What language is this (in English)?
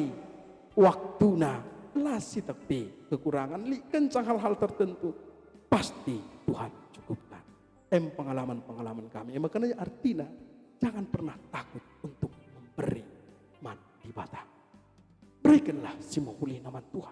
Batak Karo